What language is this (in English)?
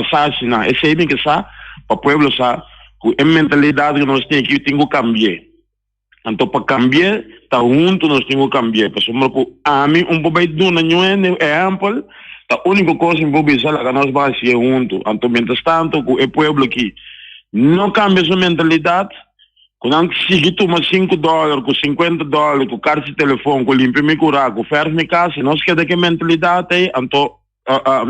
Papiamento